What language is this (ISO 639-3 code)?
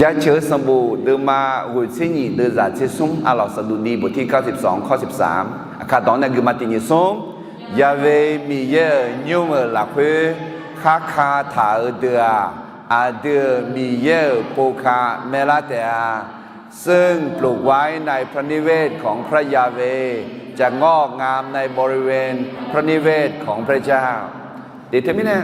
ahk